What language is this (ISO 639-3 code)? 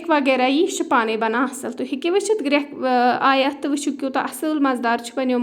kas